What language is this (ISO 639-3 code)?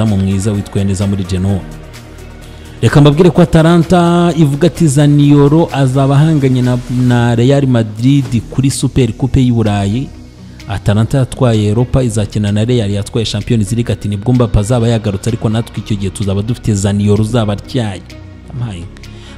kin